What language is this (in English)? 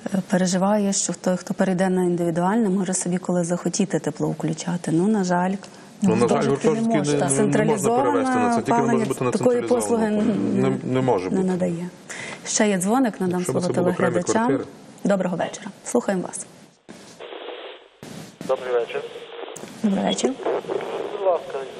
Ukrainian